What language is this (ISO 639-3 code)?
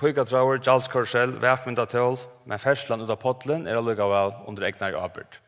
fao